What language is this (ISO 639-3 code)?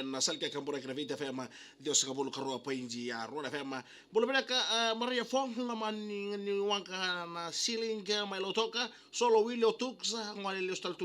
fij